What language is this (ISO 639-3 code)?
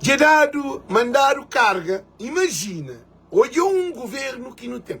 kea